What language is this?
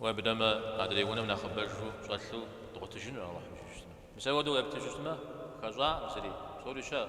Kabardian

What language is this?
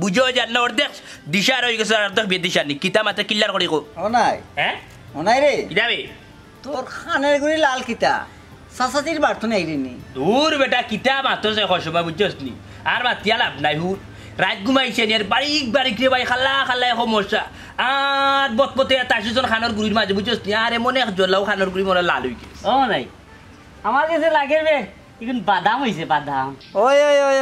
Sylheti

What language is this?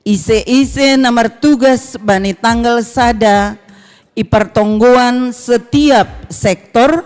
Batak Simalungun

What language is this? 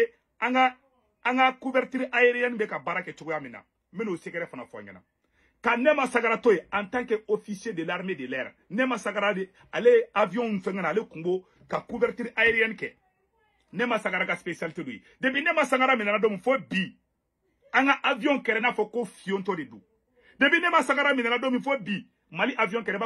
Bambara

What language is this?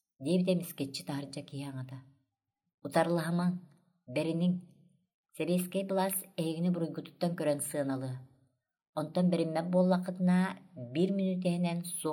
Yakut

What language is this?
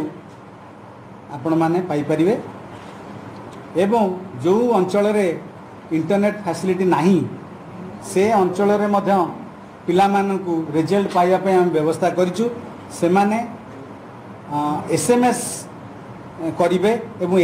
Odia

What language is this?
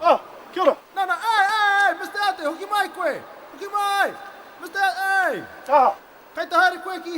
Māori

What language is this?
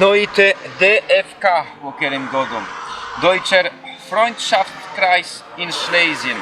Silesian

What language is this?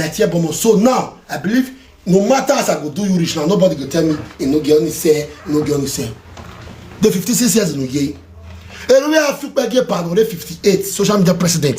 Nigerian Pidgin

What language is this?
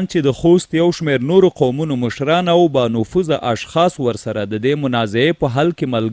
Pashto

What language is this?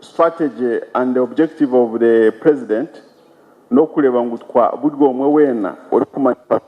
Nyankole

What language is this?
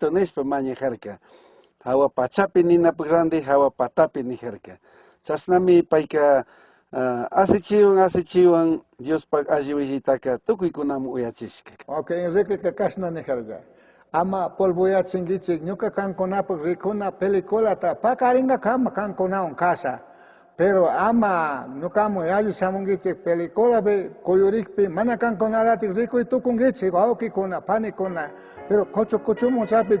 Chimborazo Highland Quichua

